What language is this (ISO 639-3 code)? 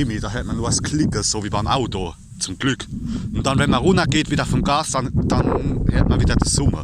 pfl